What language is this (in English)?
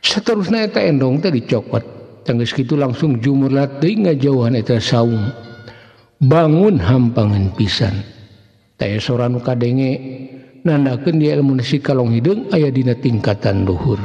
Sundanese